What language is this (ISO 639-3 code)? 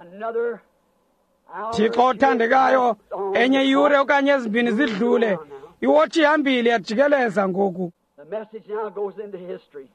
xho